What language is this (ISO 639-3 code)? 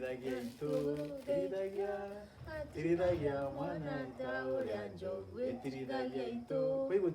mer